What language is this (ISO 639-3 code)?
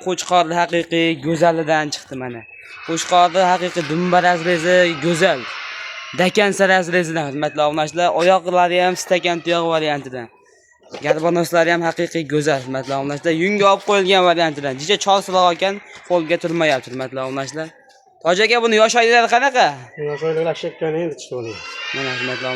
uzb